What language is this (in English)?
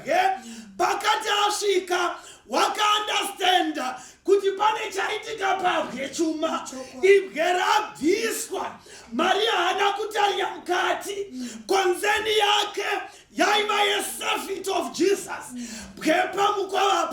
Shona